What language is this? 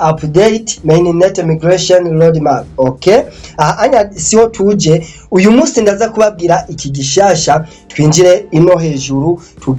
Rundi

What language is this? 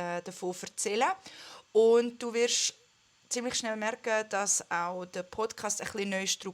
Swiss German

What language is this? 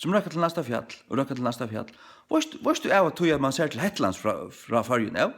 Faroese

